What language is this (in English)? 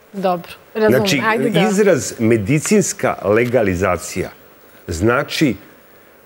Serbian